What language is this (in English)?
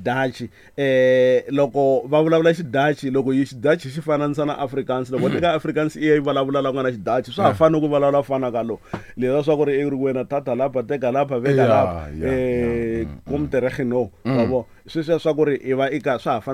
Tsonga